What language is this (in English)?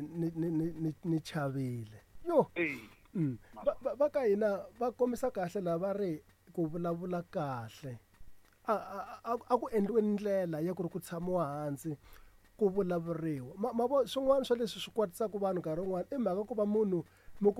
Tsonga